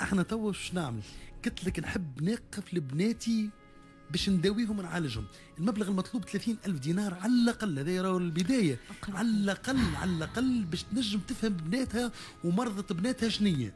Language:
Tunisian Arabic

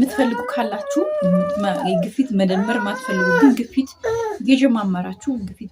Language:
Amharic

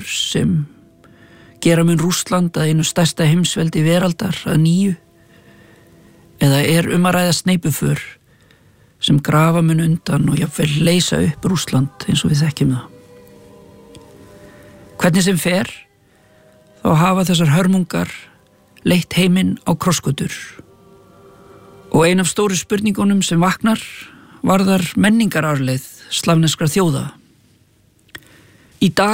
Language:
Icelandic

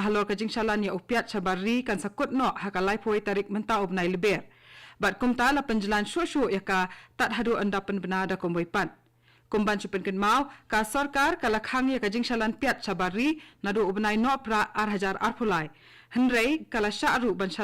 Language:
Khasi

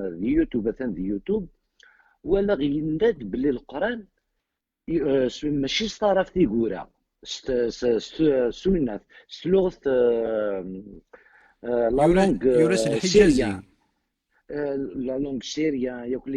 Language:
Kabyle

